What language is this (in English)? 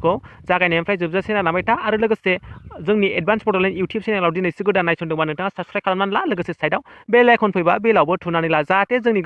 Bodo